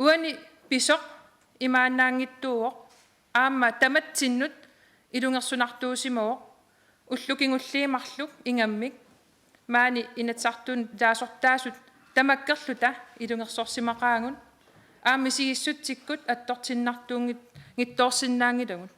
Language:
Kalaallisut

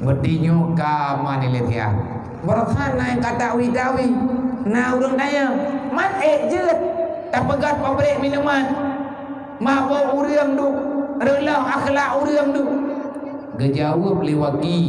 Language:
Achinese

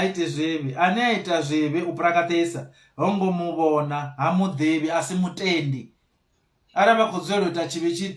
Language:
Venda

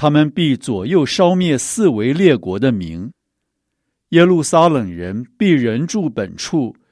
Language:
Chinese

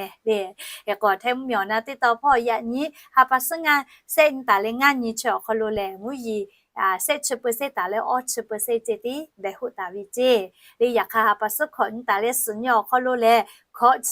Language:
Lahu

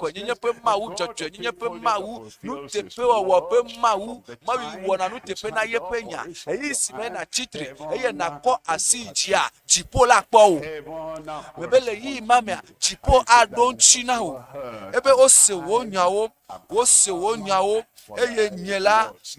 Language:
Ewe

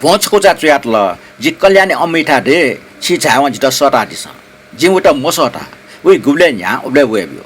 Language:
Newari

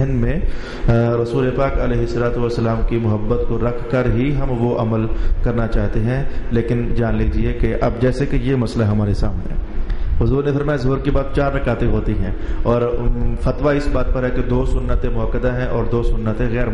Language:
Urdu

